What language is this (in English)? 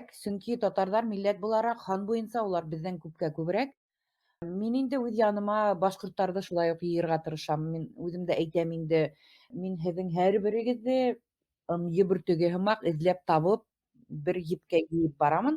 Bashkir